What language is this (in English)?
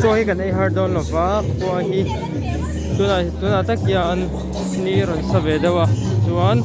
Mizo